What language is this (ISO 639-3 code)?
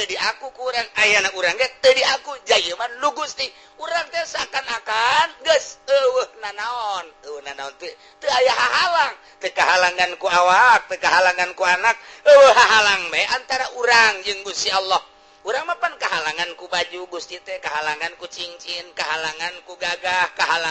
sun